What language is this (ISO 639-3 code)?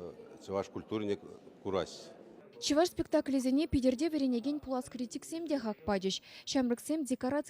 chv